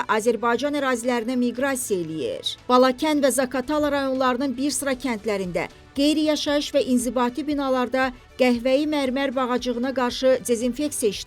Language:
Azerbaijani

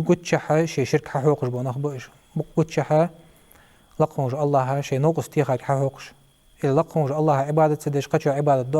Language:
Ingush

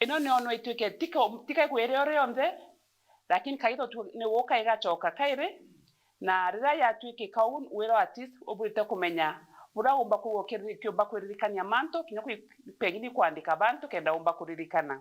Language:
Meru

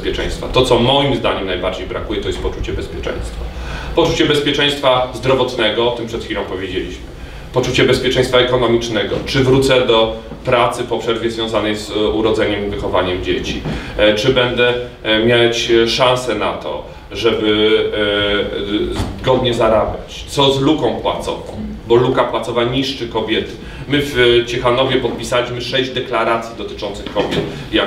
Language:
Polish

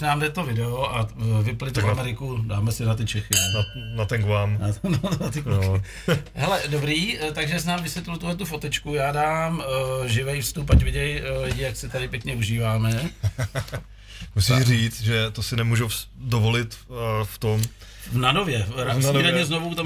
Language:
Czech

